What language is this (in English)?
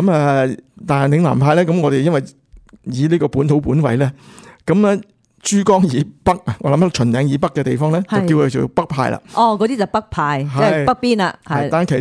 Cantonese